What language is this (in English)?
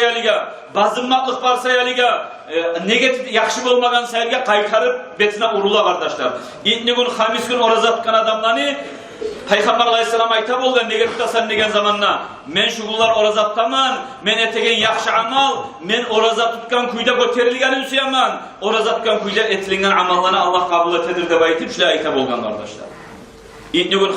Kumyk